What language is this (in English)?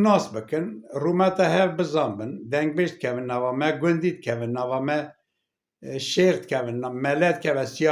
Kurdish